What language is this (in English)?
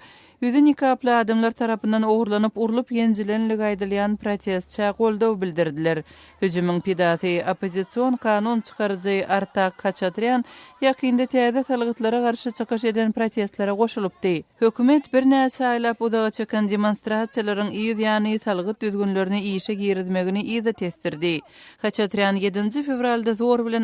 Turkmen